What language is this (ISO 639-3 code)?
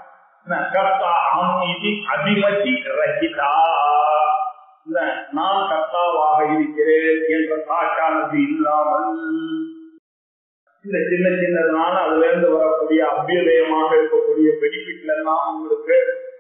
tam